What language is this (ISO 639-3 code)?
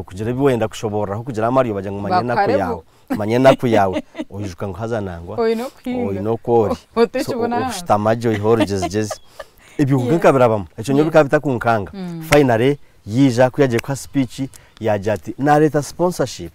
nyn